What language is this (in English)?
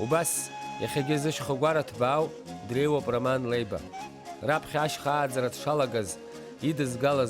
Abkhazian